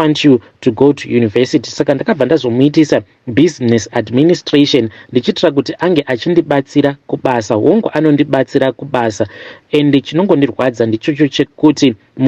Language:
Shona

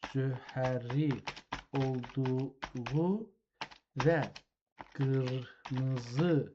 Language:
South Azerbaijani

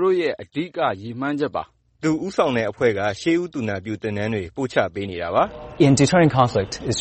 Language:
Burmese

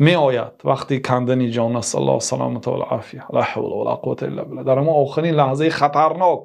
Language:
Tajik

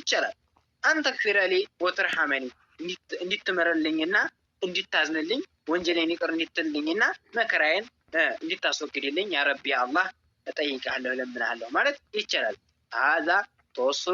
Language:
Amharic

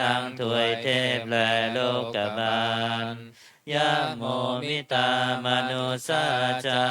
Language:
Pali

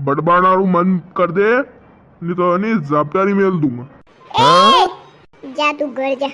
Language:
Rajasthani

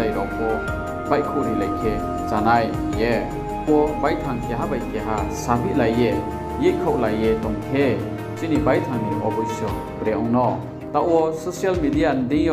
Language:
Riang (India)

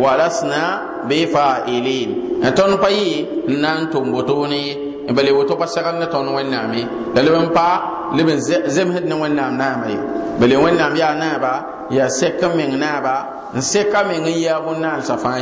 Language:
Mossi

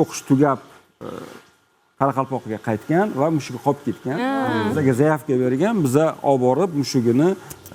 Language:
Uzbek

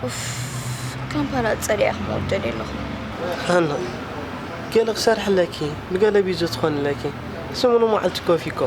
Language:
Tigrinya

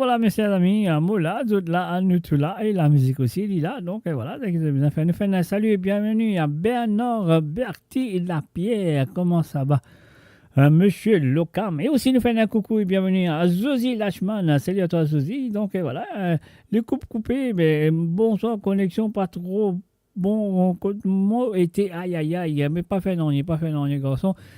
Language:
Morisyen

